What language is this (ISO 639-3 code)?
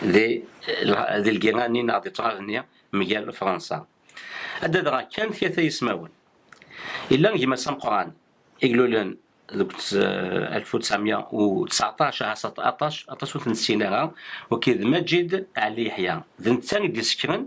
kab